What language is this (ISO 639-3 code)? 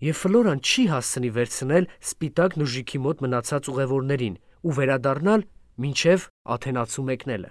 hye